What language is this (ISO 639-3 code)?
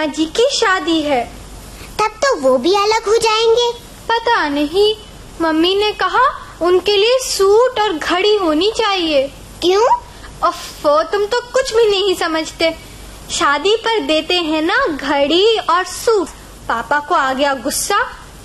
hin